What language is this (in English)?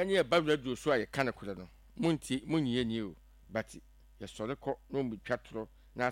Akan